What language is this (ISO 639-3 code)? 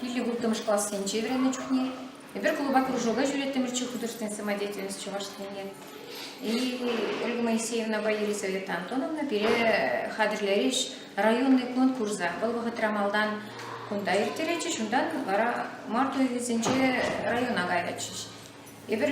chv